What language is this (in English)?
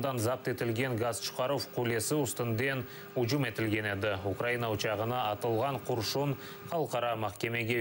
Crimean Tatar